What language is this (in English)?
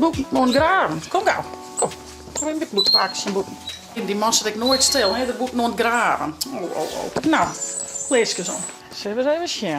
Western Frisian